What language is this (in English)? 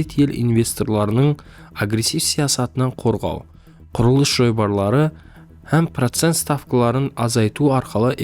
Kara-Kalpak